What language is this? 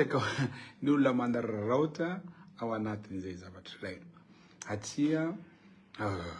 Malagasy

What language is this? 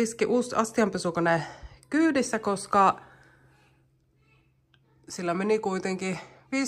Finnish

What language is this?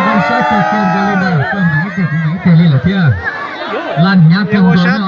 Hmong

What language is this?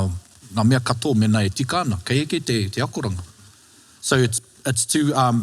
Māori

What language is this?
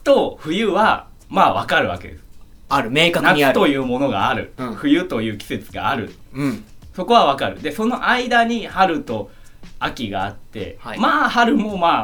Japanese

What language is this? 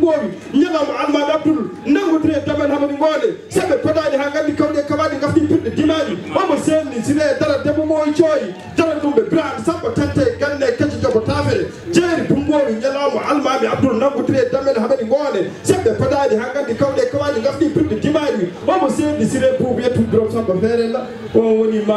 Fula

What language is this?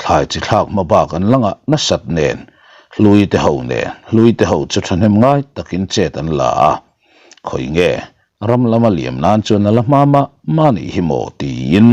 Mizo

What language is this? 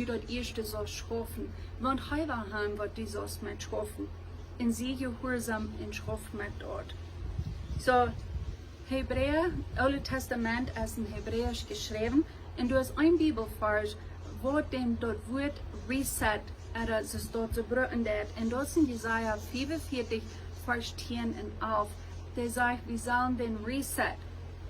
Plautdietsch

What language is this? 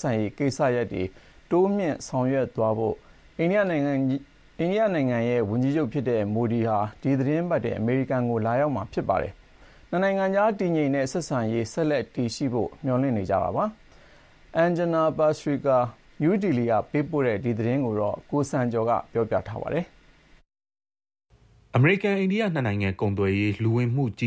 Burmese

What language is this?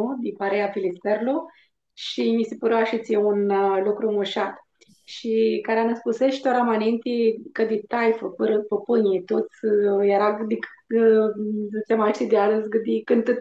Aromanian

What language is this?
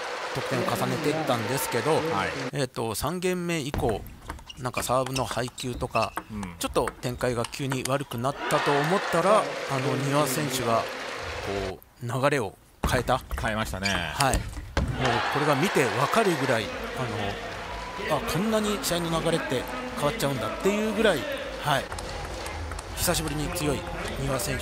Japanese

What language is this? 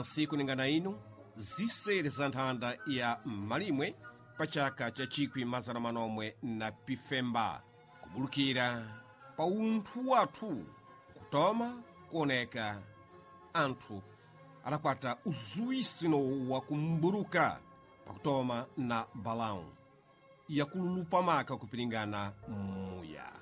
Sena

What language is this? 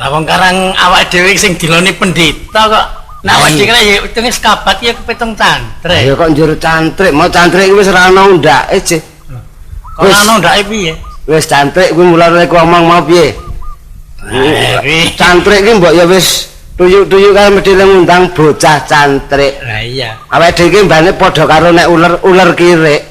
Javanese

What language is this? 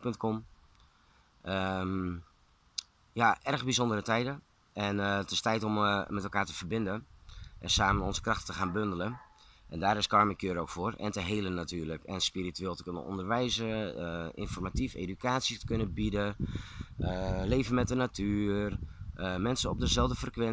Dutch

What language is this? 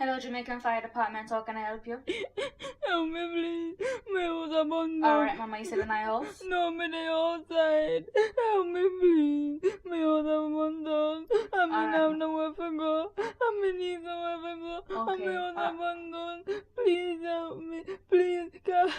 Jamaican Creole English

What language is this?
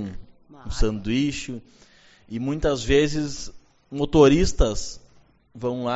Portuguese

